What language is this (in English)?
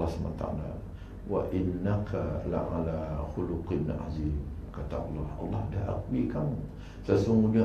Malay